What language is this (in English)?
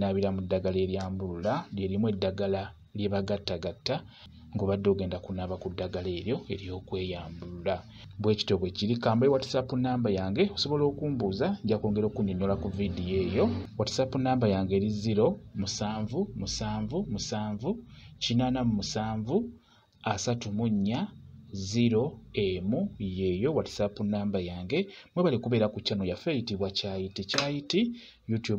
Ganda